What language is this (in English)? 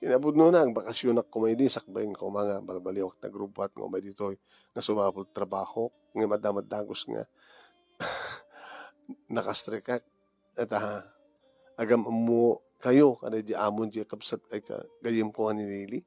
Iloko